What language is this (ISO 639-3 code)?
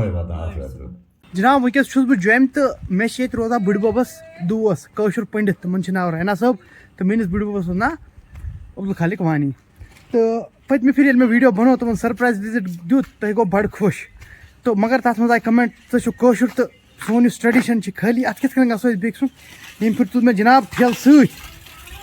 kas